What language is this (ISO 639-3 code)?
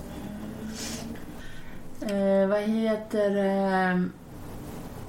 swe